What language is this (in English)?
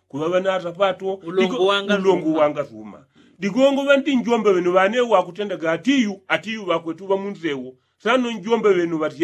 Yao